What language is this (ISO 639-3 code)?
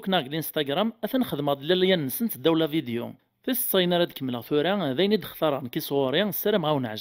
kab